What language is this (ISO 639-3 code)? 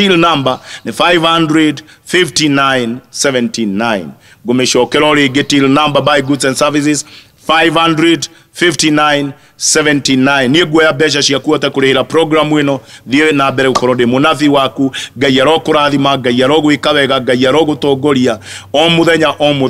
kik